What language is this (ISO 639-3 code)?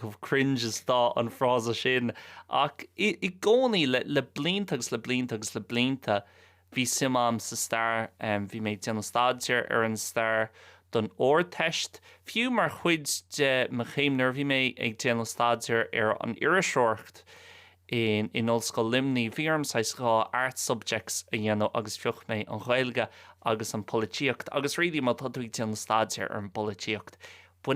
gle